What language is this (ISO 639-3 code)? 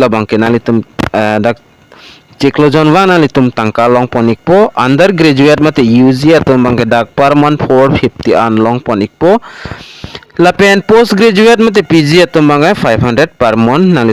mjw